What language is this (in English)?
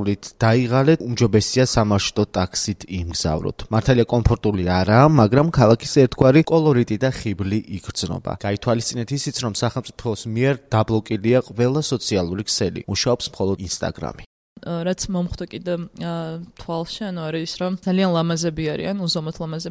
Georgian